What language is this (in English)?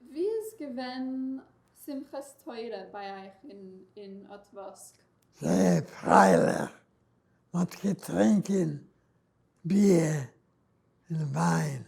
Yiddish